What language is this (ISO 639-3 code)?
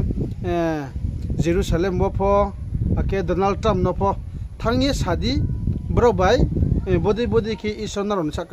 ria